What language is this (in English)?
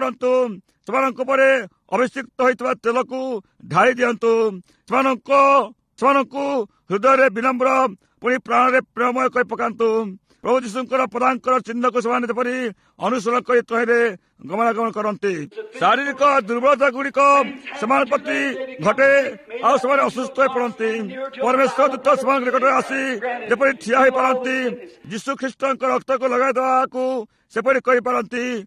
Odia